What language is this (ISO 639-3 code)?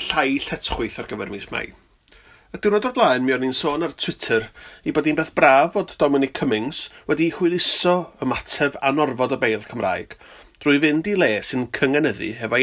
cym